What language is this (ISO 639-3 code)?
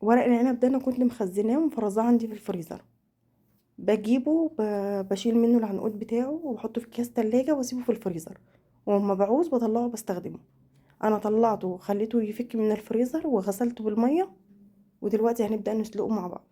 arz